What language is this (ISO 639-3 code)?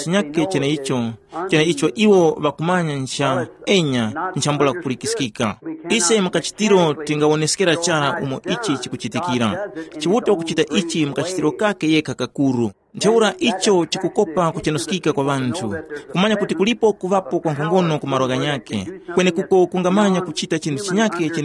tum